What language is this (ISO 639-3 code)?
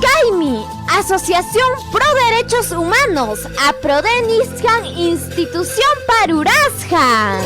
quy